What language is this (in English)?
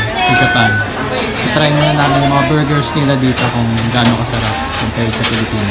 Filipino